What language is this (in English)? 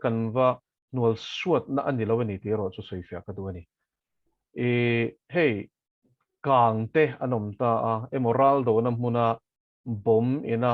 Mizo